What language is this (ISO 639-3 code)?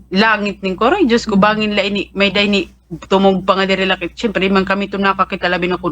war